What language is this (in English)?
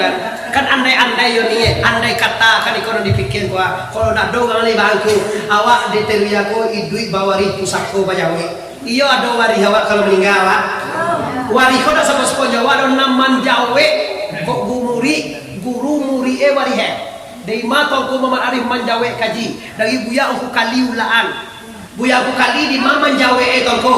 Minangkabau